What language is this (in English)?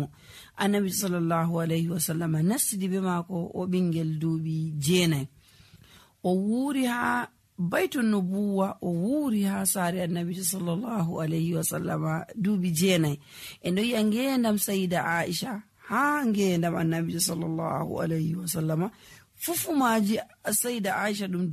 Nigerian Fulfulde